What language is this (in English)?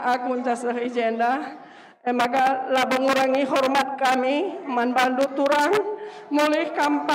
Batak Karo